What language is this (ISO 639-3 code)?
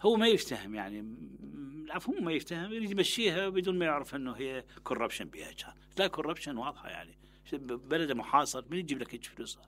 acm